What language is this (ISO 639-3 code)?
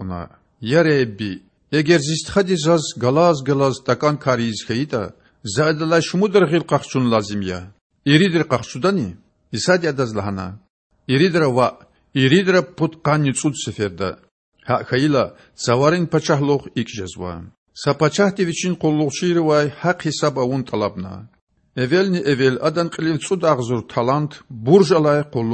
lez